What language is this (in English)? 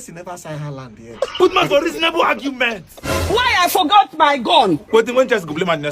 Nigerian Pidgin